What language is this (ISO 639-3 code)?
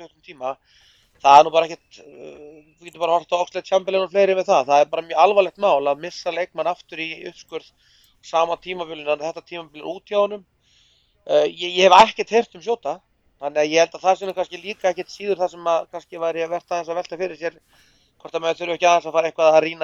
isl